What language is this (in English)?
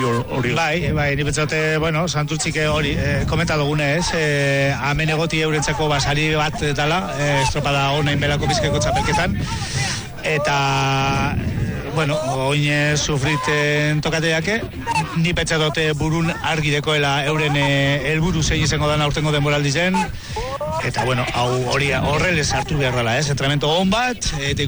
Basque